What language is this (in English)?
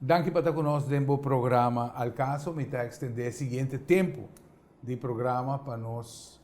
Papiamento